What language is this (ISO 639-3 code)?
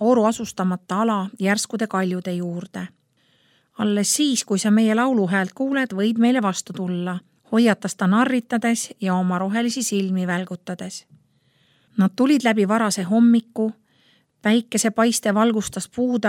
est